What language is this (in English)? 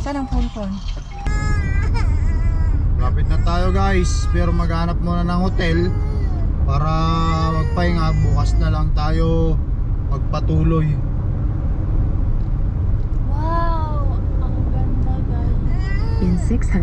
Filipino